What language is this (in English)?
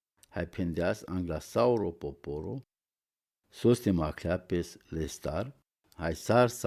Romany